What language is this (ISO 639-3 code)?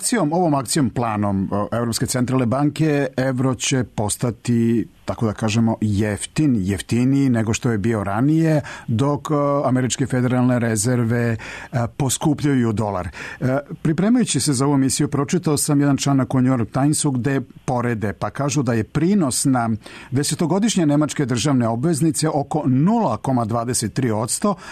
srp